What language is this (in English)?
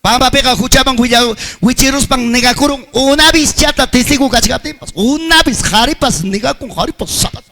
Ayacucho Quechua